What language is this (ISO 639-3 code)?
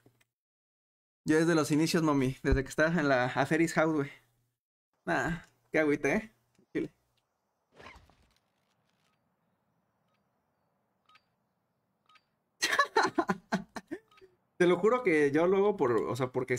spa